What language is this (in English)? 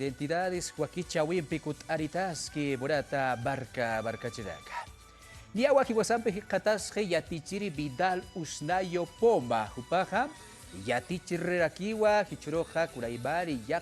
Aymara